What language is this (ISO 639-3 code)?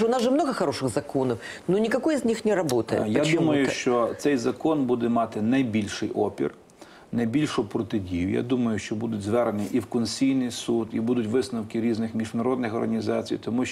ukr